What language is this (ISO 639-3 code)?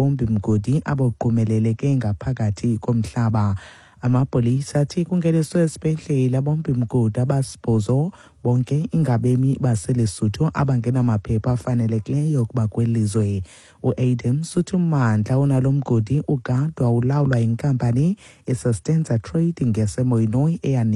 xho